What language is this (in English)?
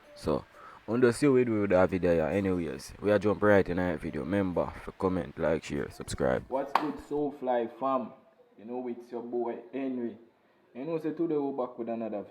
Jamaican Creole English